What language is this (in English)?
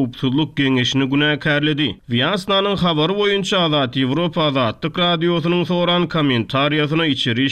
Turkmen